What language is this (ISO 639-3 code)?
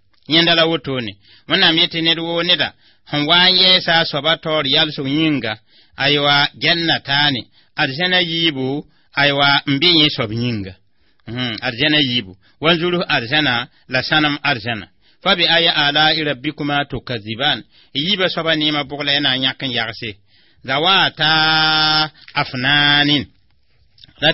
mos